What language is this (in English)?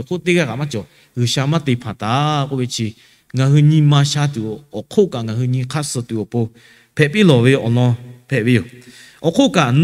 Lahu